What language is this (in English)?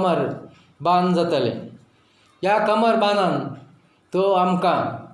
Konkani